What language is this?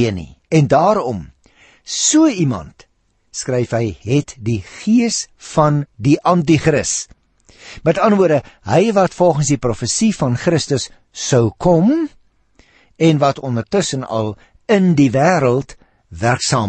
Afrikaans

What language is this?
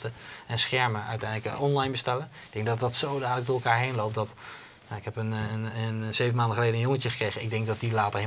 Dutch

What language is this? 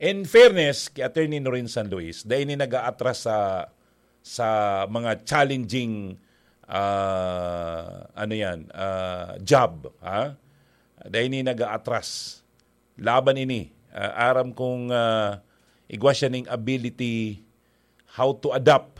Bikol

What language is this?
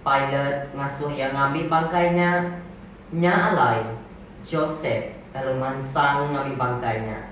Iban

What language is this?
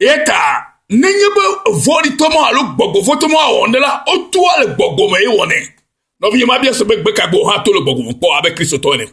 Ewe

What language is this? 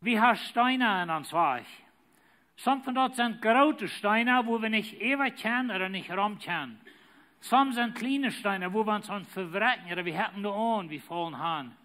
Plautdietsch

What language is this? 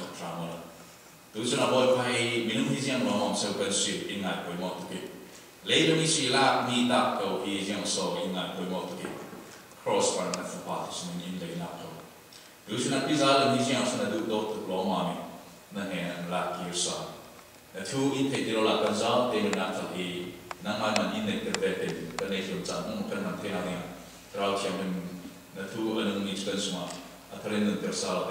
Falam Chin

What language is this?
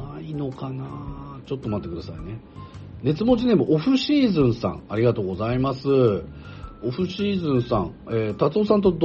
Japanese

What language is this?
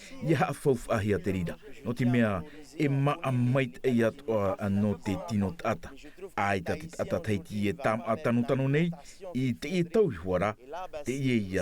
Tahitian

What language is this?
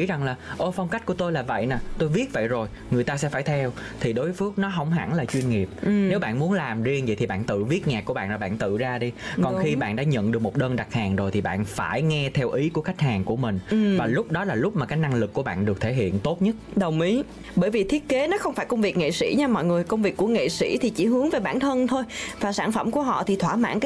Vietnamese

